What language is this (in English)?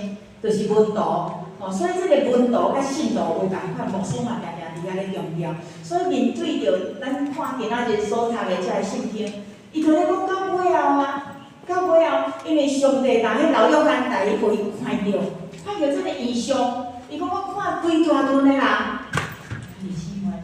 Min Nan Chinese